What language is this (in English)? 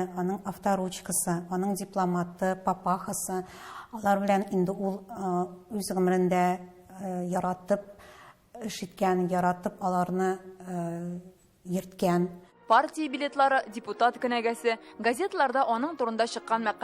Tatar